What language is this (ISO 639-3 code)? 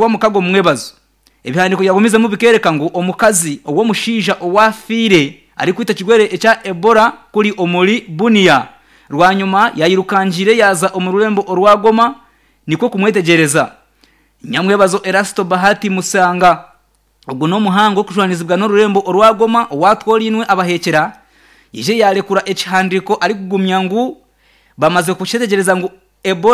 nyn